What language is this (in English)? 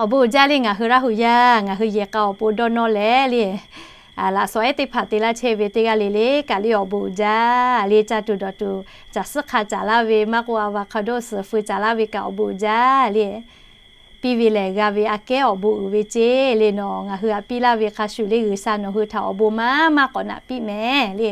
Lahu